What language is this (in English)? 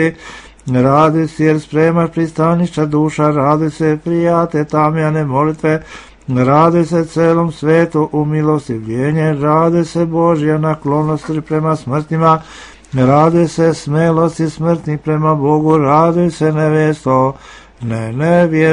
Serbian